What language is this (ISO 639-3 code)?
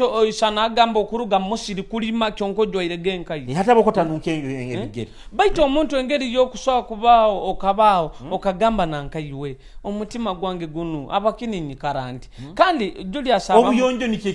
nyo